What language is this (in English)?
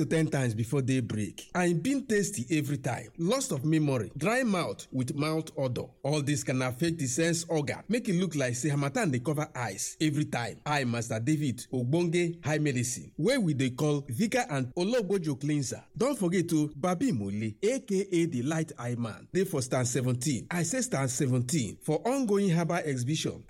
Nigerian Pidgin